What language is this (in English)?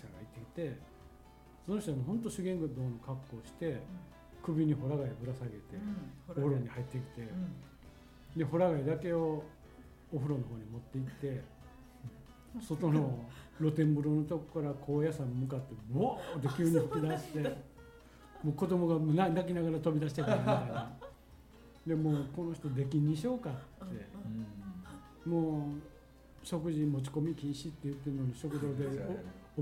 Japanese